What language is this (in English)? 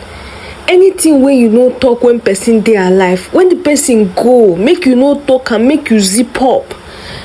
Nigerian Pidgin